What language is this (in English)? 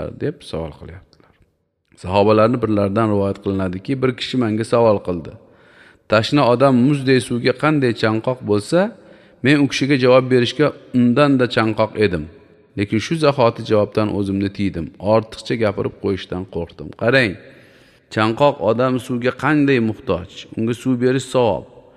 Uzbek